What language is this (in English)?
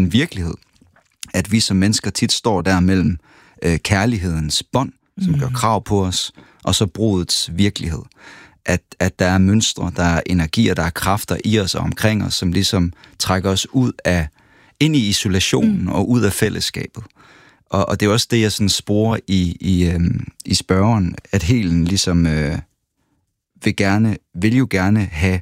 Danish